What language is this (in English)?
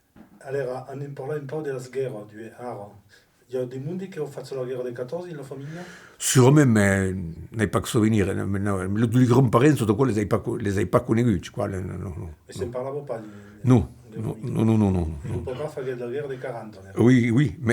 Occitan